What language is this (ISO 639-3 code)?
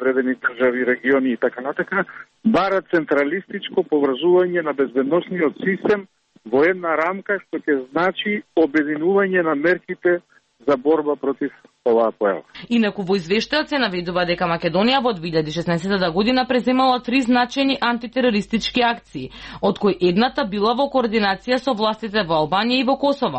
mkd